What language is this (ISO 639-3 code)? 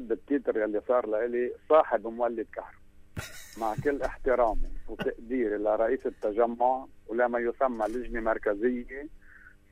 apc